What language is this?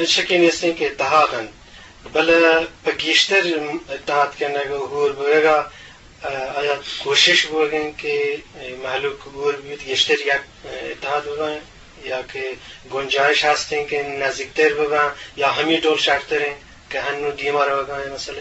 Eastern Balochi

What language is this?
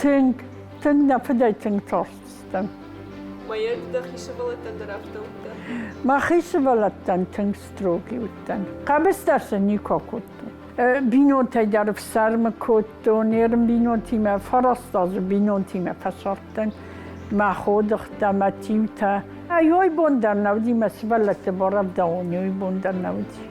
Ossetic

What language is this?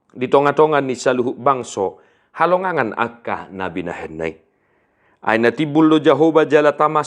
Batak Toba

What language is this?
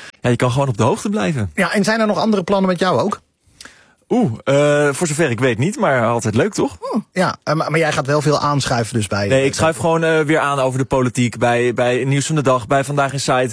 Dutch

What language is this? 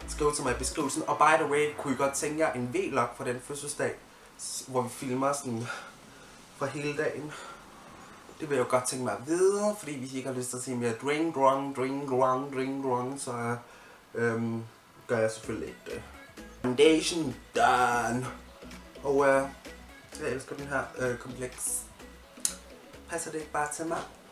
Danish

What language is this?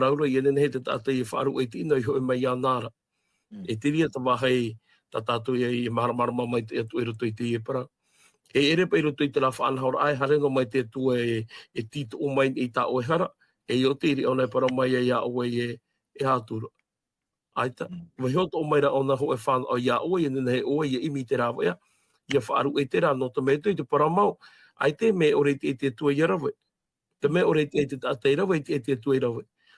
Tahitian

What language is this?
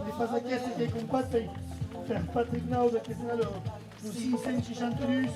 Occitan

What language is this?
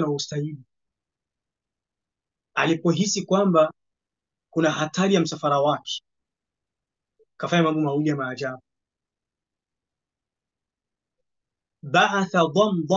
Swahili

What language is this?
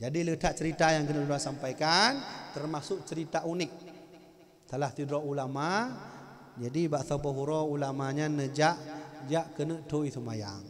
Achinese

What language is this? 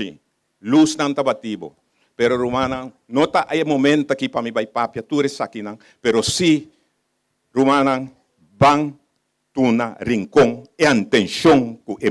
Papiamento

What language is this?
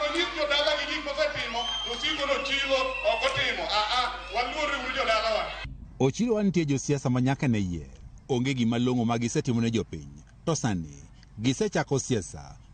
Luo (Kenya and Tanzania)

